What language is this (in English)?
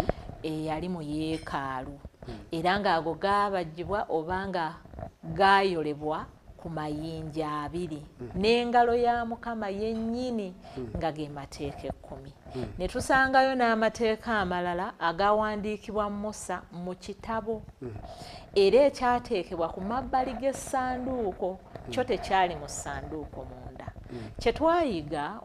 Ganda